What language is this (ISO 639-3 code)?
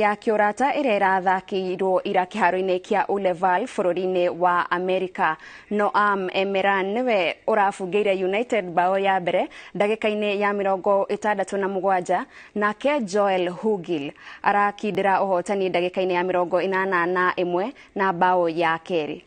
kik